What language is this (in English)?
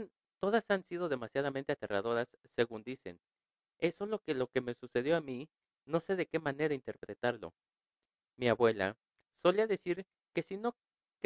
Spanish